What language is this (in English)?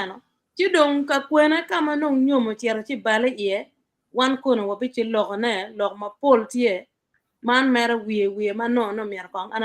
Acoli